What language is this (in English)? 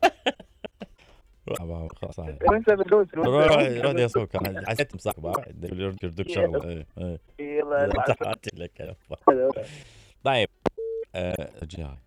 Mesopotamian Arabic